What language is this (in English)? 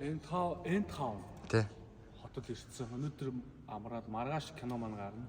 Mongolian